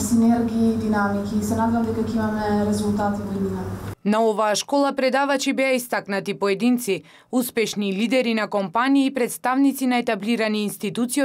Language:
Macedonian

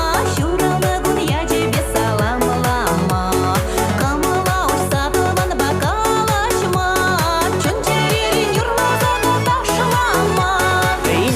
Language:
Chuvash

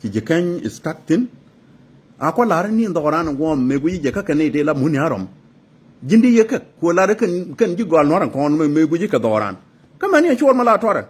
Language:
Nuer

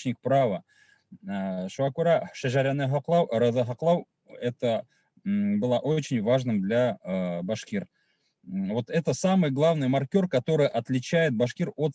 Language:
Bashkir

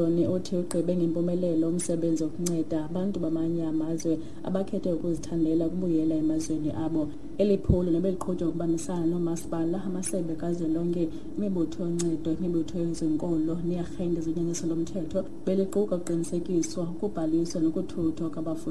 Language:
Xhosa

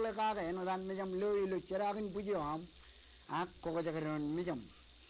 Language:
Marshallese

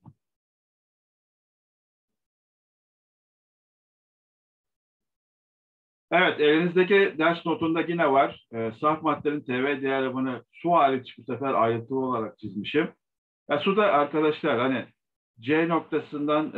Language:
Turkish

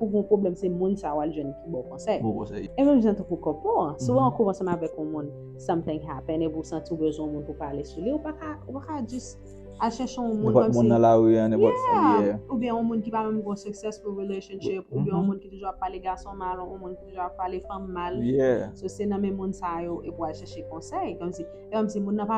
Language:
Haitian Creole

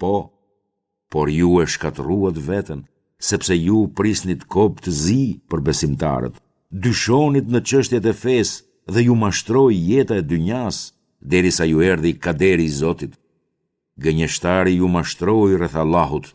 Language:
Albanian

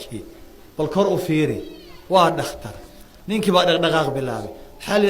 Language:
Somali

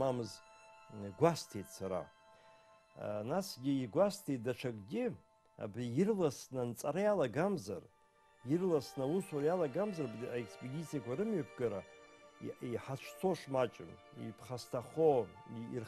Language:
Abkhazian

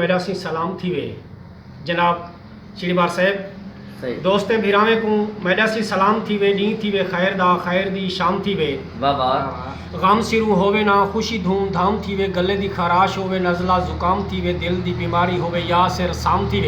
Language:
Saraiki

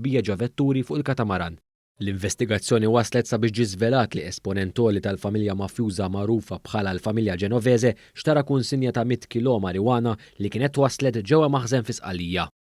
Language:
Maltese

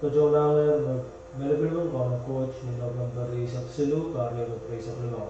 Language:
Pohnpeian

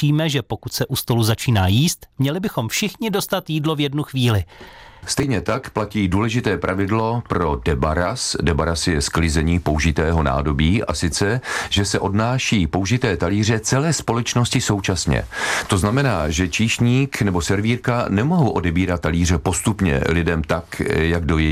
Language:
Czech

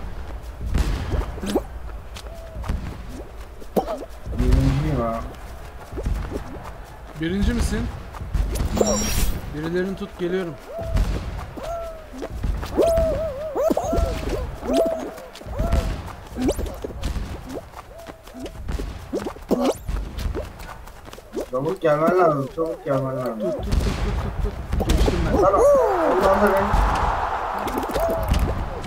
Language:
Turkish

